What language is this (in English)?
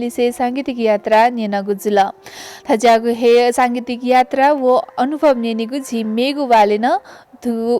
Newari